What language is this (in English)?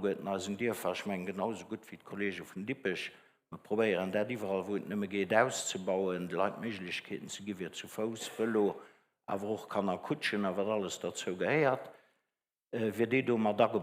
Luxembourgish